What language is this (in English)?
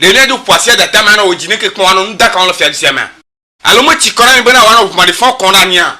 Ewe